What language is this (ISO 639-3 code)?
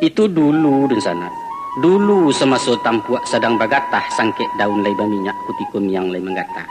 min